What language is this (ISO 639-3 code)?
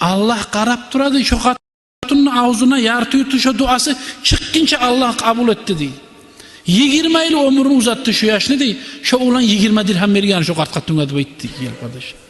kum